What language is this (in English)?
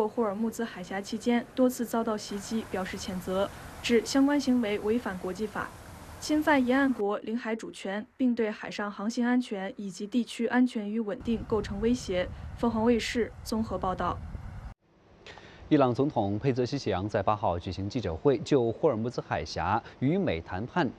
Chinese